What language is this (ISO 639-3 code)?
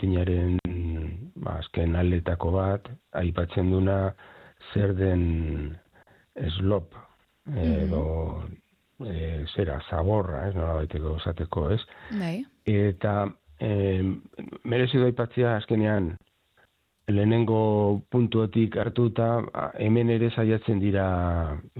eus